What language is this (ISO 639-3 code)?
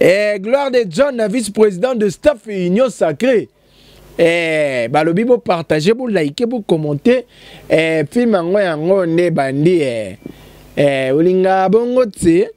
lin